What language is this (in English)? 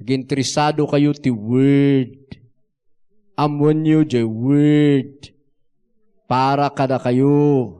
Iloko